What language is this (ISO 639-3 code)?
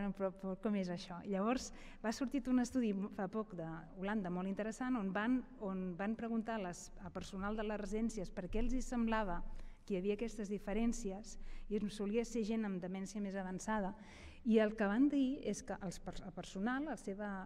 cat